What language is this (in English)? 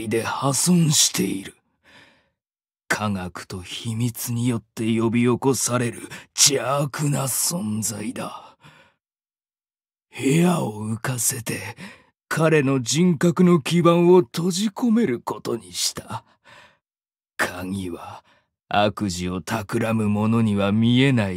Japanese